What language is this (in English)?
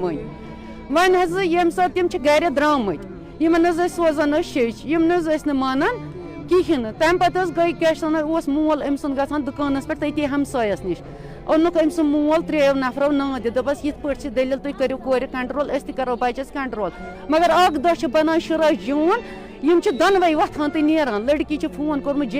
Kashmiri